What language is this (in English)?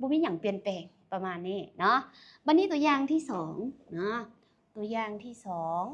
Lao